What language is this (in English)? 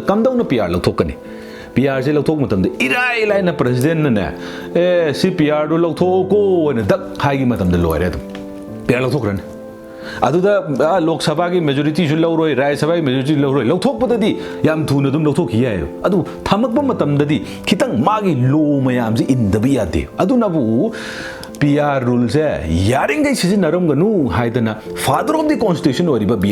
Manipuri